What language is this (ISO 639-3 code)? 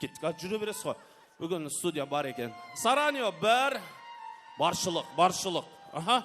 kaa